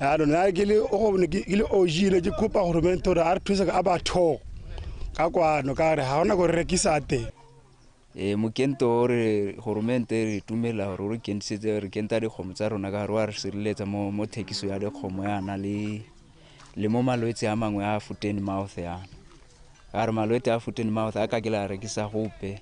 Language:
Tswana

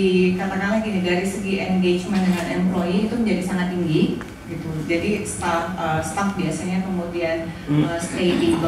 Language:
Indonesian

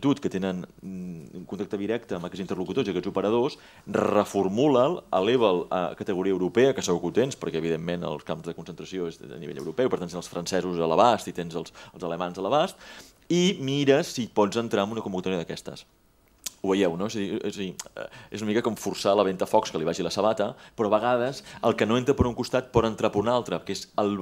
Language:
Catalan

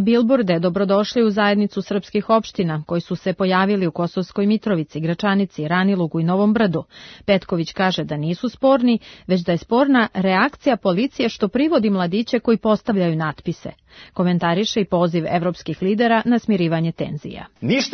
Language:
Serbian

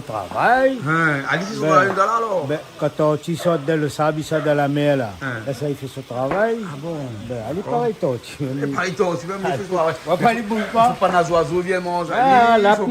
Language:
Réunion Creole French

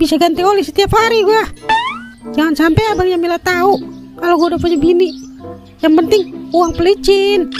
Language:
Betawi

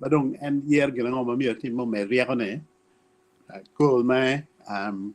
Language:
Acoli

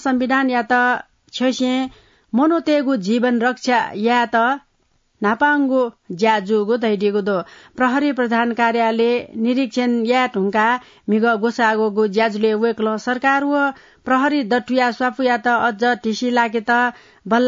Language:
Newari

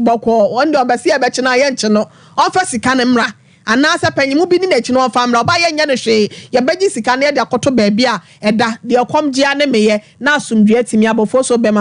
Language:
Akan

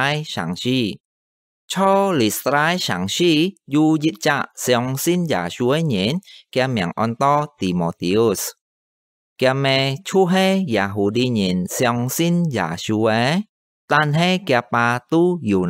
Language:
Hakka Chinese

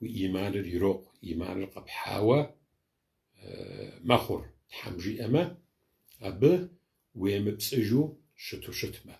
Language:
Kabardian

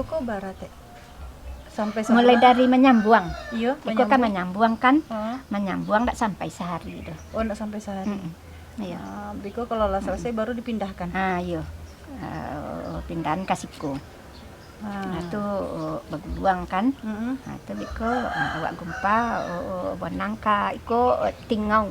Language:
Minangkabau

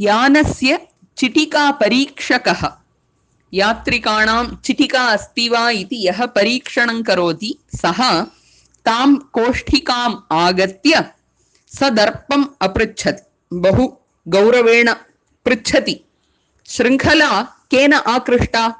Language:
Sanskrit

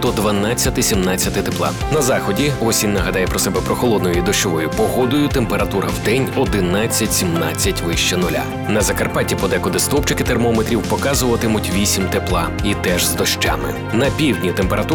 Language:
Ukrainian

